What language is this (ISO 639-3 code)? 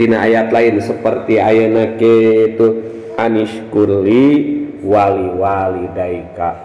sun